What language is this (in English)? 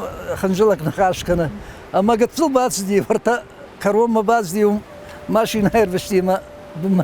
Ossetic